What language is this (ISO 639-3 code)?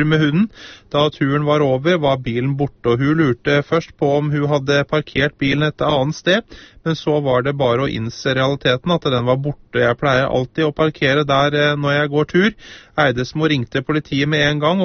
nor